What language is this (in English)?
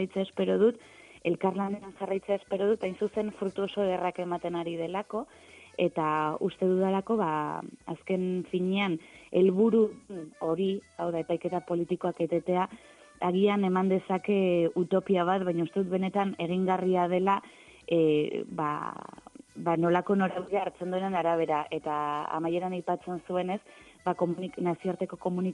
Basque